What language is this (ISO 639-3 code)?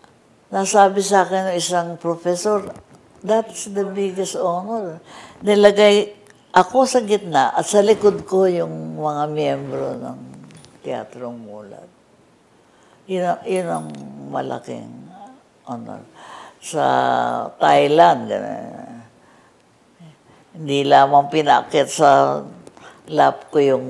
fil